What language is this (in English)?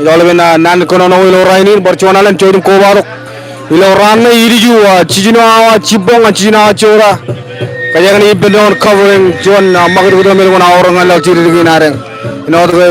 Marshallese